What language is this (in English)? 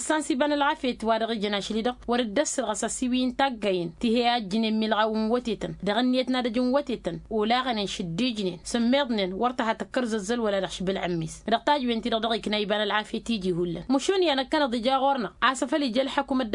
Tamasheq